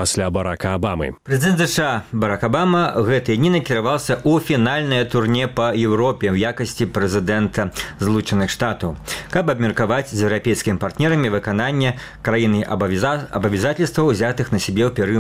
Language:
Belarusian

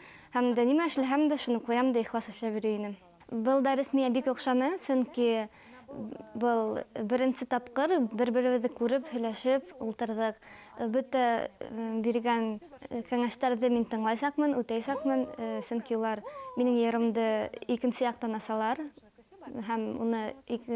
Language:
Bashkir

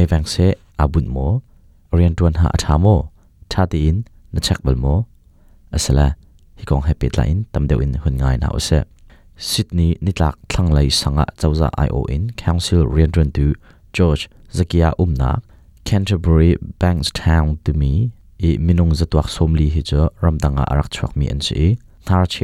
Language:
Hakha Chin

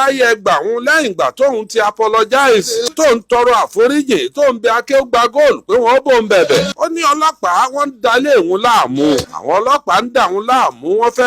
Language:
Yoruba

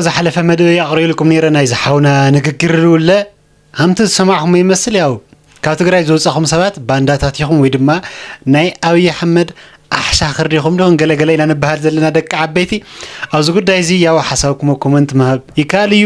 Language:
Tigrinya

